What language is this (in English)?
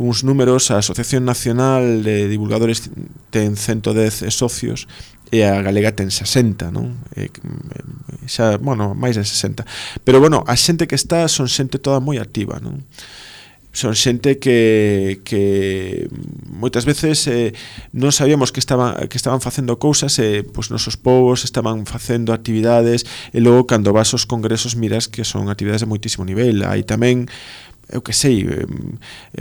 Galician